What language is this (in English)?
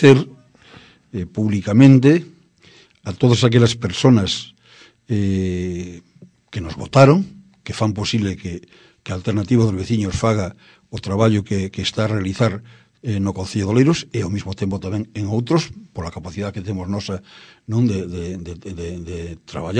Galician